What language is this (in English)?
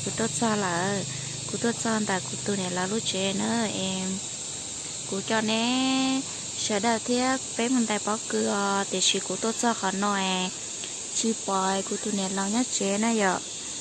Hmong